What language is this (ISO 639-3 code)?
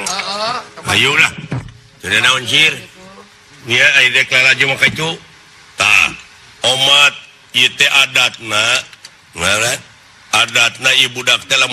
sun